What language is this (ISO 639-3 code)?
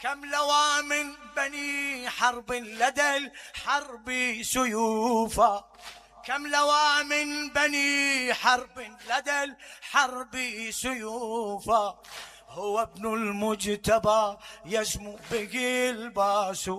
acm